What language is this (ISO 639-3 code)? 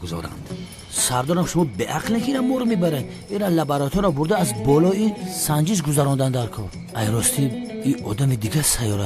tgk